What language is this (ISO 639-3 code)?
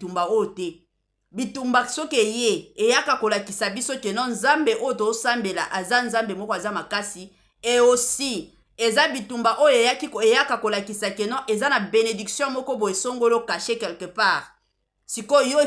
lin